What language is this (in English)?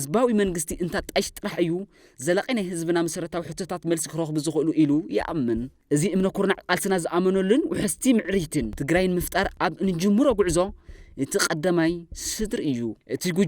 Tigrinya